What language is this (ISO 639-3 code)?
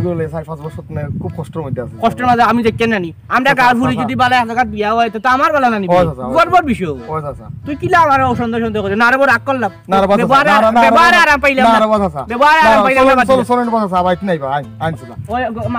syl